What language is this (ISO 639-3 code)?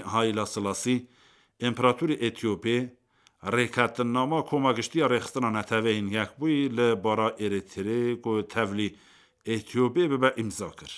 kur